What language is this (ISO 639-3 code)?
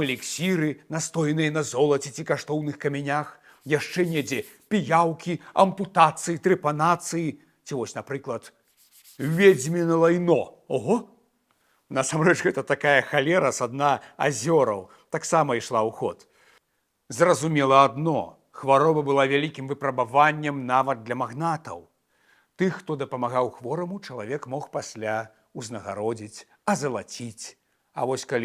bel